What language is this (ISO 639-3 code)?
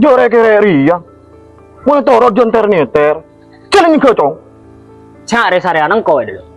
mad